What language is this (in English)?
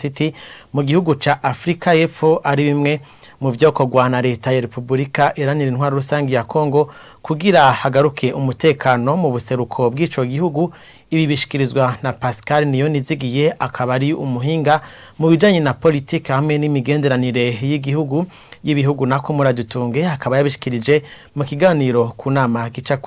Rundi